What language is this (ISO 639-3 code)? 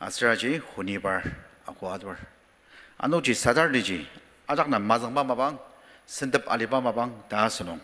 njo